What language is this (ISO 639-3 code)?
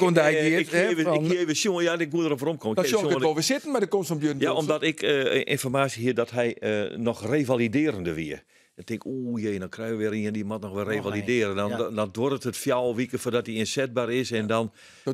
fry